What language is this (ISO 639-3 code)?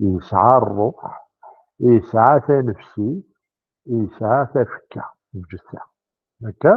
kab